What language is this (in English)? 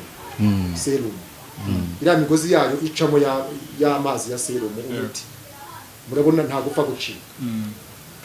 Kinyarwanda